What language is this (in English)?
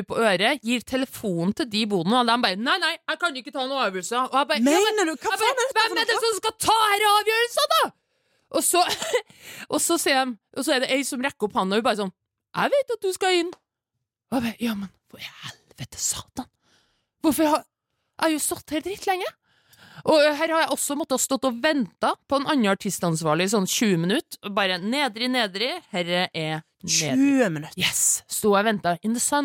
Norwegian